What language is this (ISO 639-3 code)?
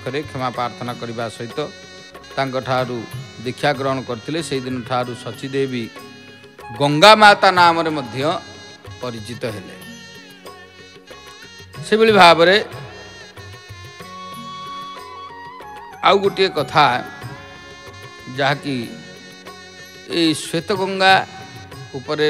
ori